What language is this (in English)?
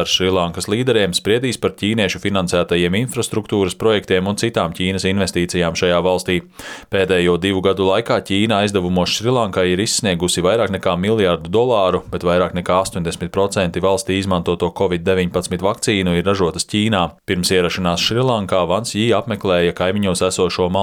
Latvian